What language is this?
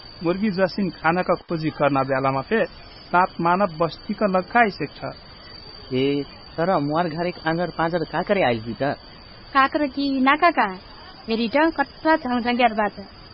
Dangaura Tharu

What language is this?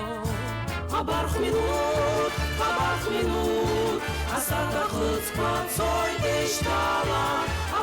Abkhazian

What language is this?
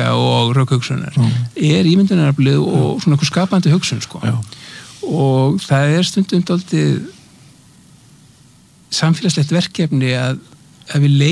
Icelandic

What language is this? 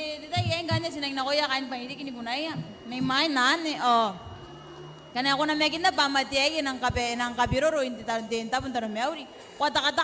Gilbertese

